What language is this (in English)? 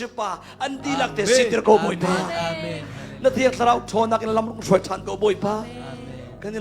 Hakha Chin